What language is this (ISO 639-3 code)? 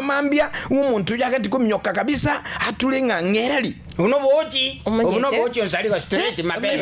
guz